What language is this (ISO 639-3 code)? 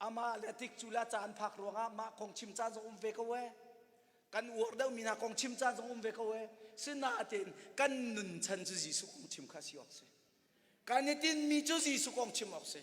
cnh